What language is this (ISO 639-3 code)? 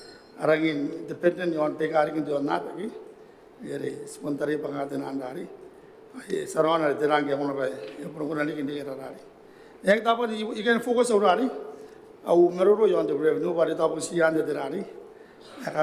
gil